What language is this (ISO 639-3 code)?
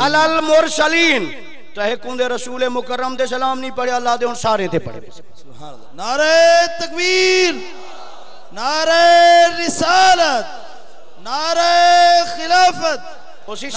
skr